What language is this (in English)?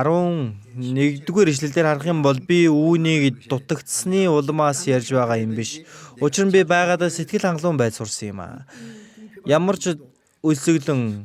Mongolian